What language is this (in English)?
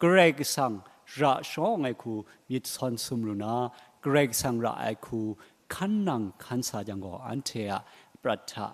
Kachin